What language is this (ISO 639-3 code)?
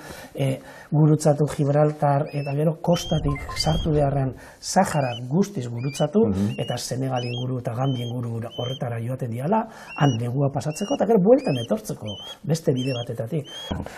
eus